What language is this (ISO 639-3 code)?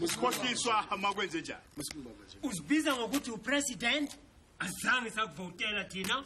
zul